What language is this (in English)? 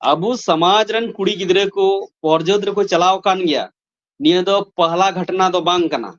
Santali